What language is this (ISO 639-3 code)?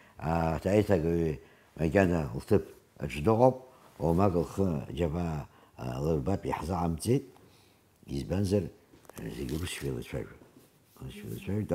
abk